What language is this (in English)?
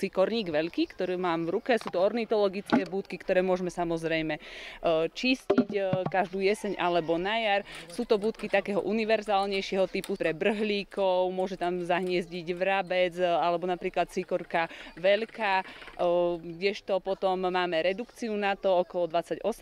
Slovak